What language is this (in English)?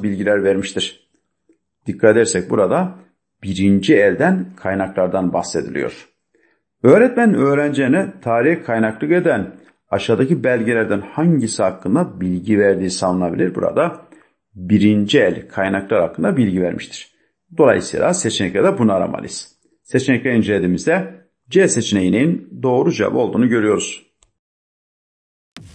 Turkish